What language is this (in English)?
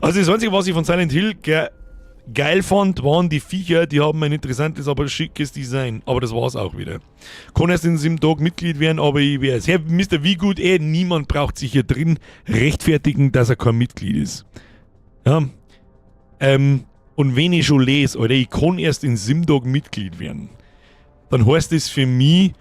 Bavarian